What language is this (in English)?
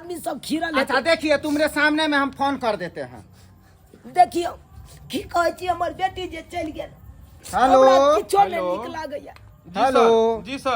Maithili